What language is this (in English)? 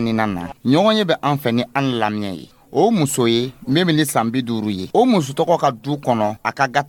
Dyula